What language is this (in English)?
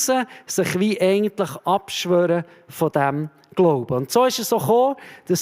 Swiss German